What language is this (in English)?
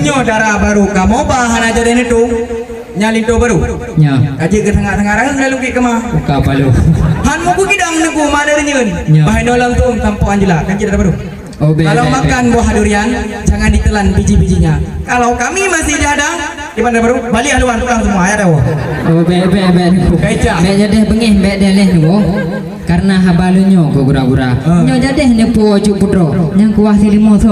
Achinese